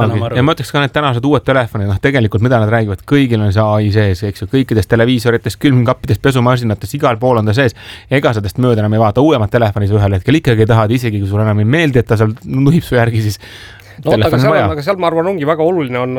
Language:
Estonian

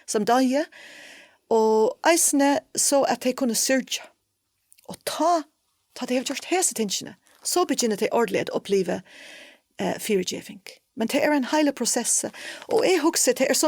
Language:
Faroese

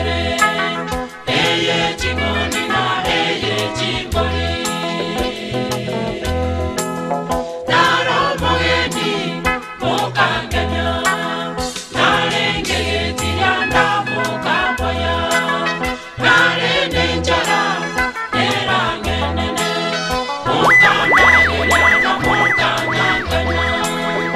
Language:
Gusii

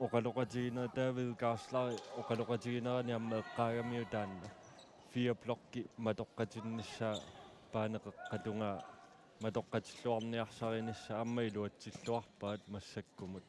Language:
Kalaallisut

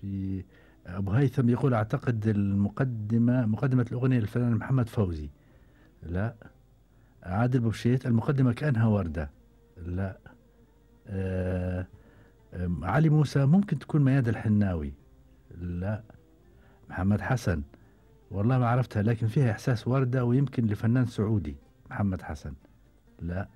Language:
Gulf Arabic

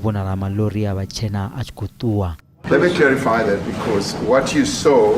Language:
Venda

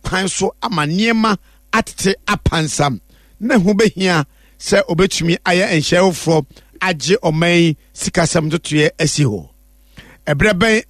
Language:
Akan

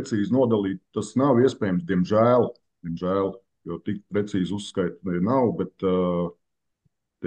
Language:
Latvian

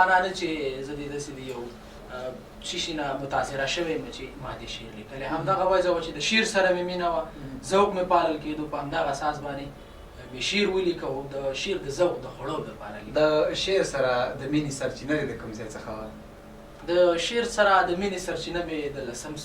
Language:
Pashto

